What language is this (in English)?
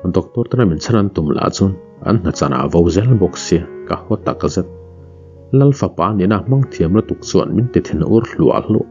Mizo